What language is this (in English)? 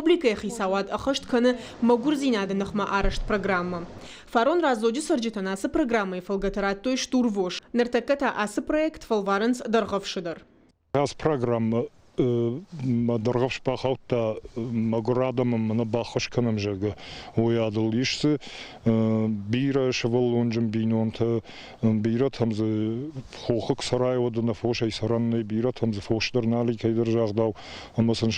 Ossetic